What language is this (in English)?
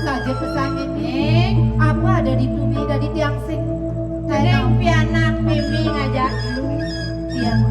Balinese